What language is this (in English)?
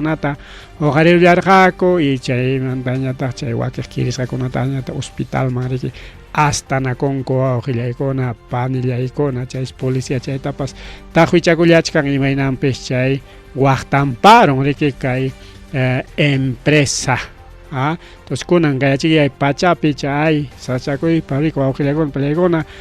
Ayacucho Quechua